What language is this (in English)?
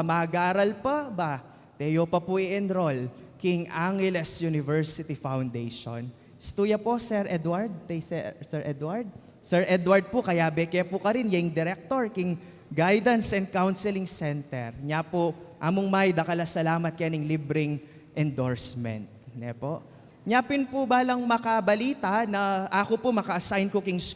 Pampanga